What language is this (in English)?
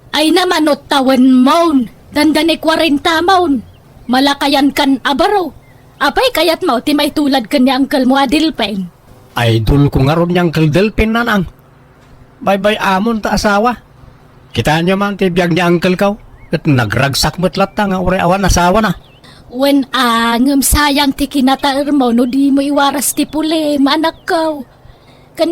Iloko